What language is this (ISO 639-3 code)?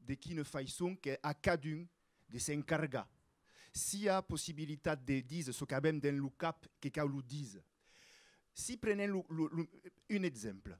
oci